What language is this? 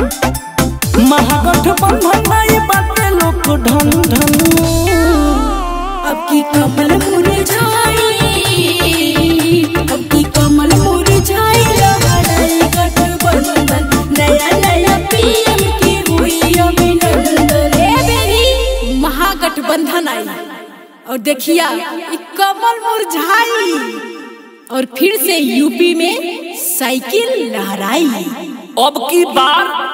Bhojpuri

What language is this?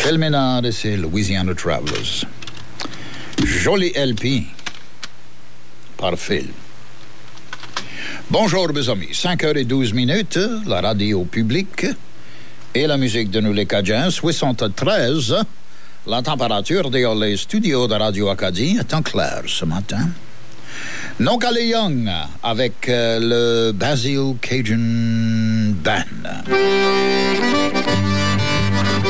Cajun French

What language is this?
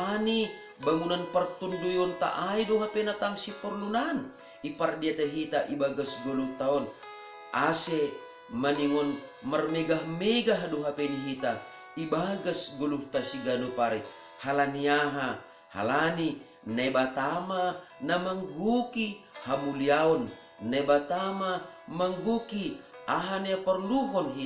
Batak Simalungun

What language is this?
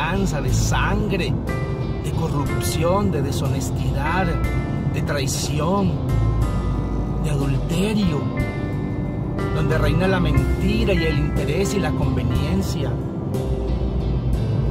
Spanish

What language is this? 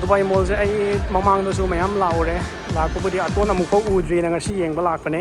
Manipuri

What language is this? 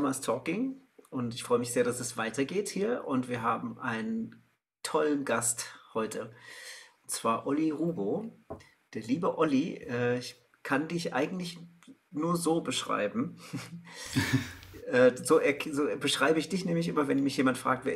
German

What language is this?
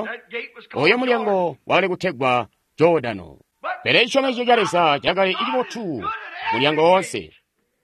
Tonga (Zambia)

